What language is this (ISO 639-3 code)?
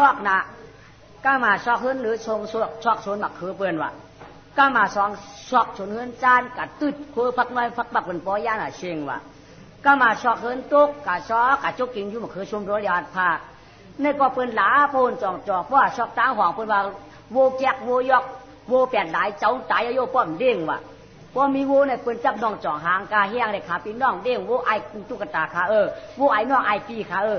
shn